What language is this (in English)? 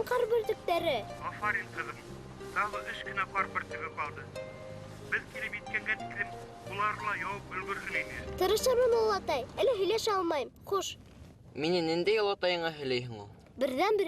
Bashkir